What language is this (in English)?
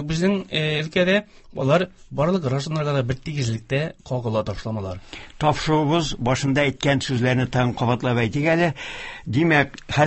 Tatar